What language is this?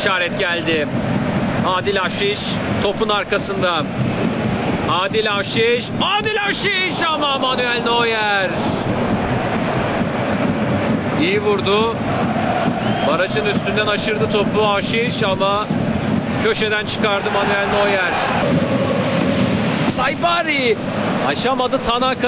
Turkish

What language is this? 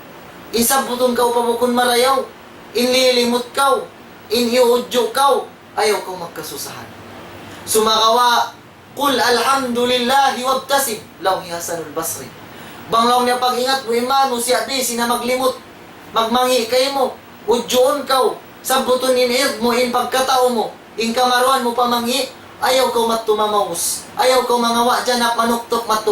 Tausug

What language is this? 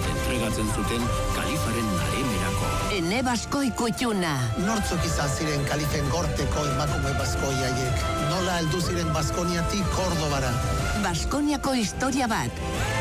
Basque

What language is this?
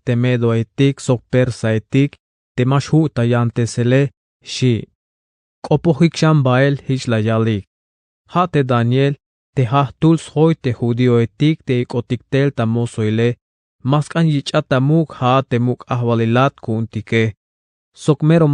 Tzeltal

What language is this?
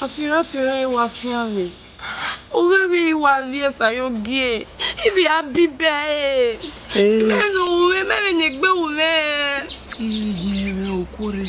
Bini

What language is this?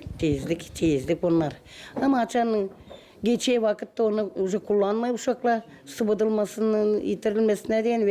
Gagauz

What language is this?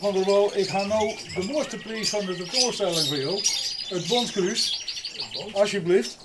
Western Frisian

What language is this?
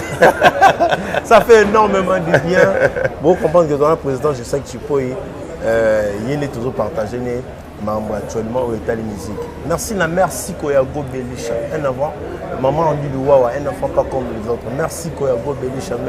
Lingala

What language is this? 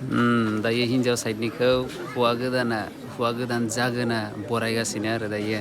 Bodo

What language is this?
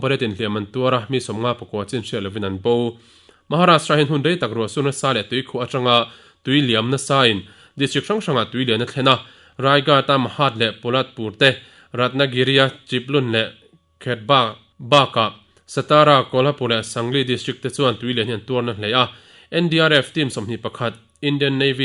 Mizo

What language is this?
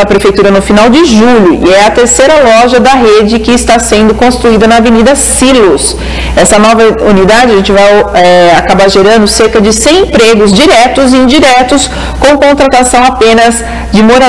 Portuguese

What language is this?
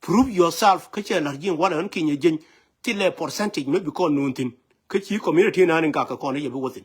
Nuer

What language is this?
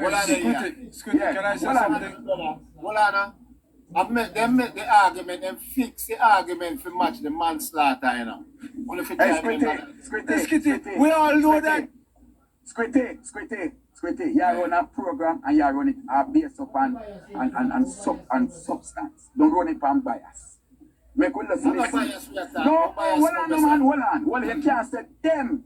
Jamaican Creole English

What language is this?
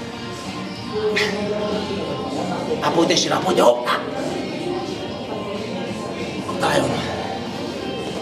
Czech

